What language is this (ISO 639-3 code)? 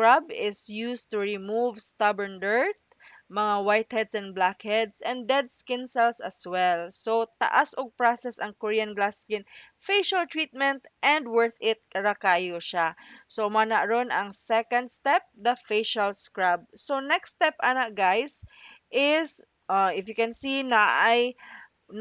ceb